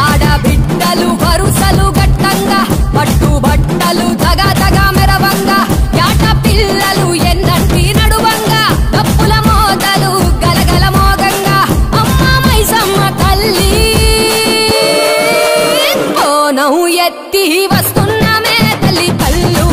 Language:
Telugu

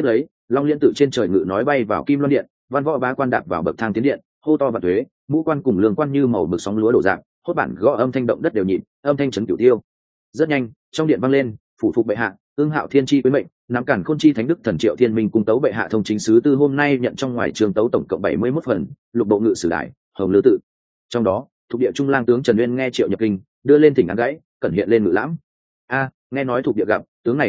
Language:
Vietnamese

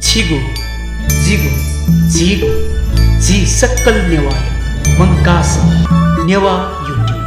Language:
Newari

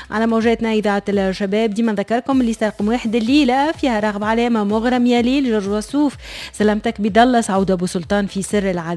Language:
Tunisian Arabic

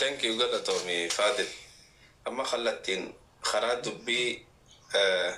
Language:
Oromo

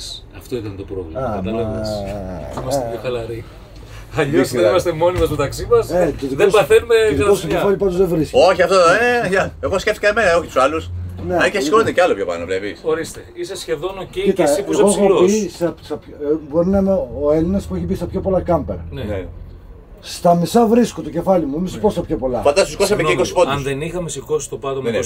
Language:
Greek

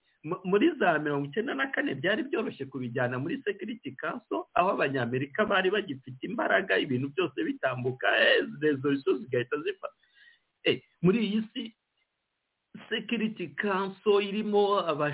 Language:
Kinyarwanda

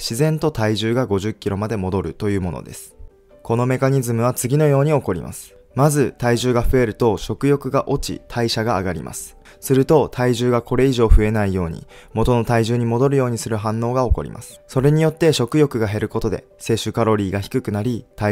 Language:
Japanese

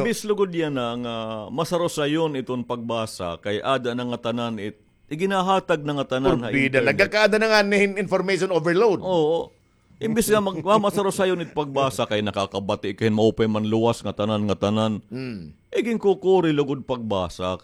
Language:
Waray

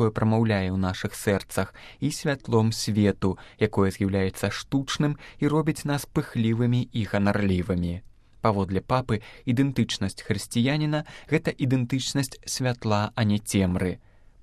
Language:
Belarusian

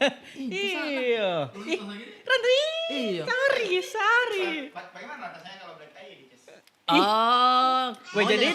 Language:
Makassar Malay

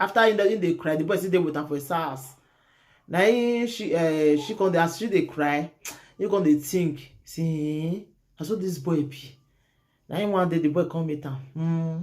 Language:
Nigerian Pidgin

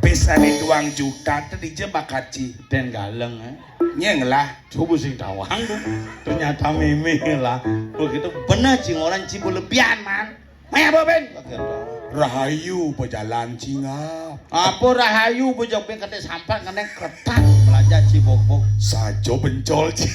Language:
Balinese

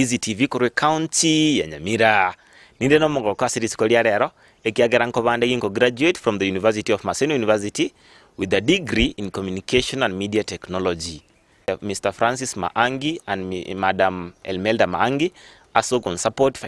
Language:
Gusii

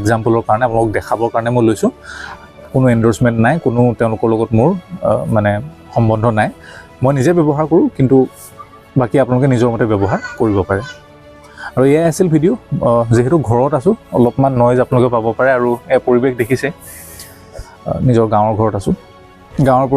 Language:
Assamese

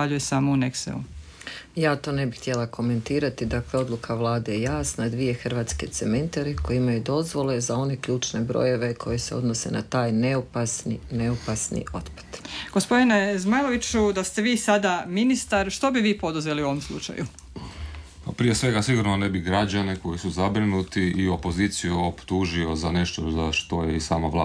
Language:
Croatian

